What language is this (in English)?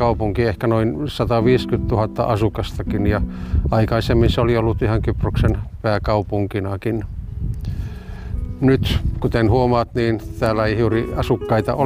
Finnish